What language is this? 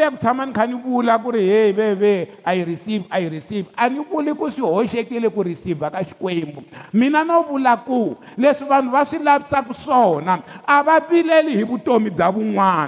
Tsonga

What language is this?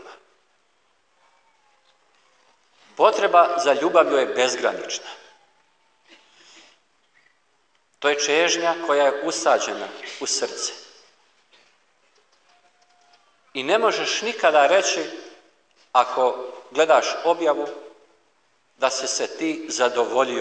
Croatian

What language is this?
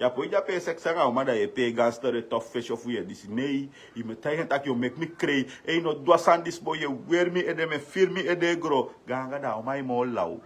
Sranan Tongo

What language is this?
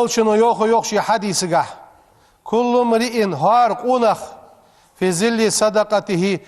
Ingush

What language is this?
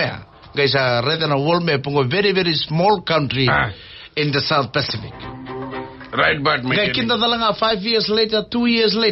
Fijian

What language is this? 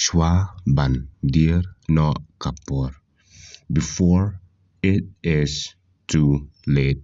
Khasi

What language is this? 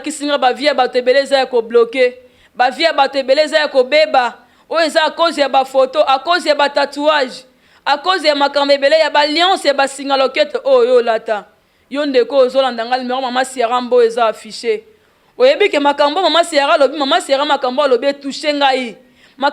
Lingala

